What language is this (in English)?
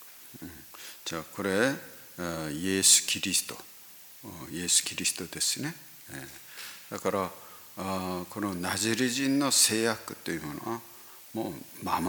Japanese